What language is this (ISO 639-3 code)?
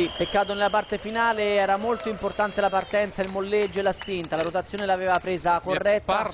ita